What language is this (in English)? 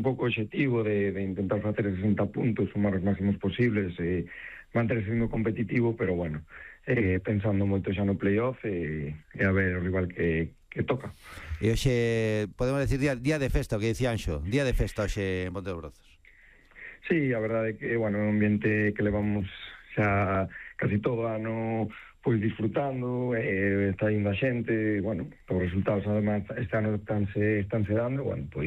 Galician